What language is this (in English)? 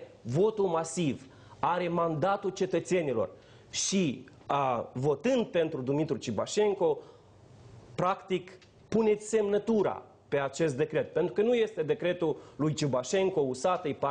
Romanian